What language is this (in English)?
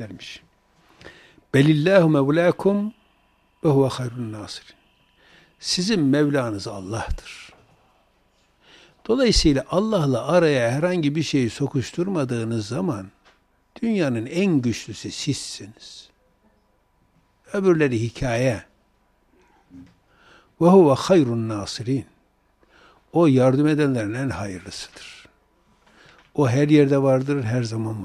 Turkish